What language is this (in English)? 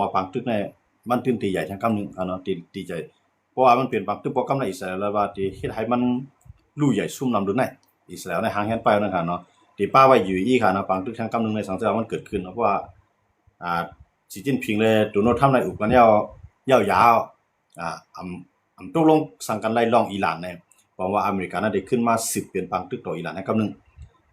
Shan